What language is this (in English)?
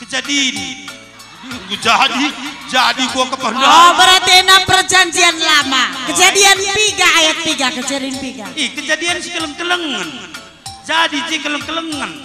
Batak Karo